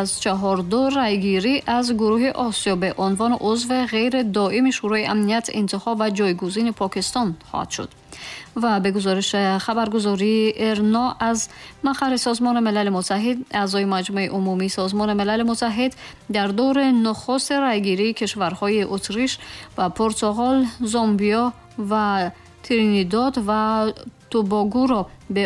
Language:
Tajik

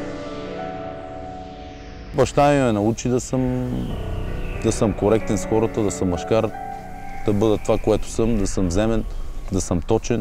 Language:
Bulgarian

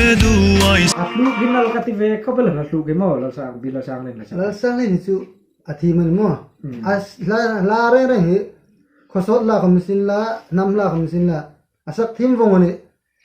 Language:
Hmar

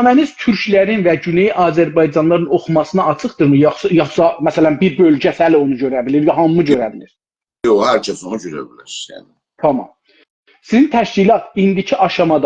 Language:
South Azerbaijani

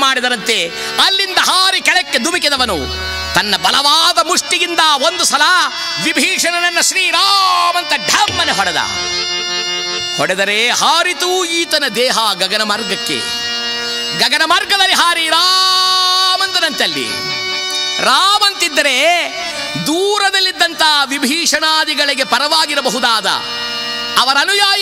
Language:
Kannada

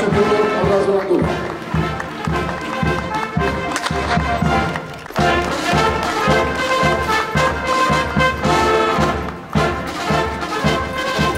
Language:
Polish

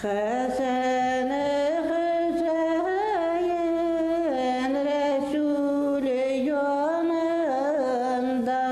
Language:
Bashkir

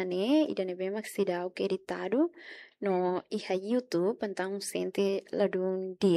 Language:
Tetum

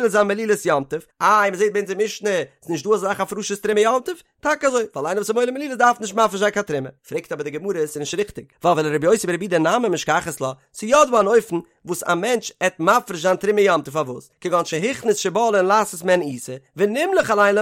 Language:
Yiddish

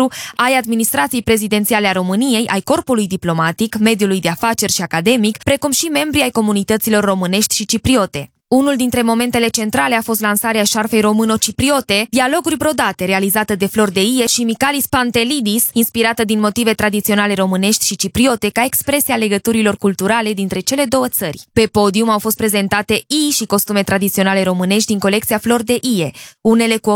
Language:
Romanian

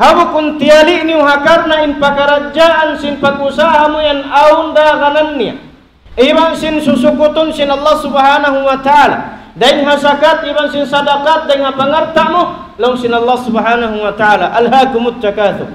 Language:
Tausug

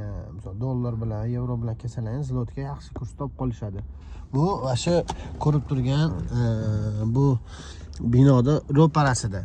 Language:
Uzbek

